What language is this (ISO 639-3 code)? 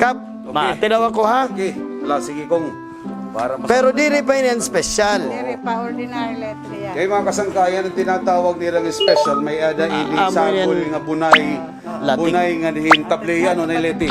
war